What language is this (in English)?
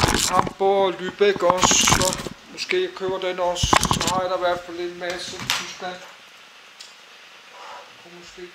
Danish